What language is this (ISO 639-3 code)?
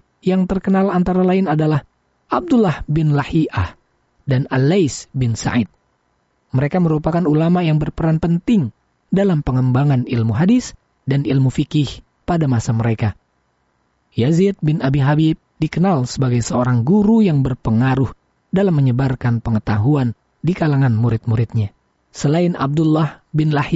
ind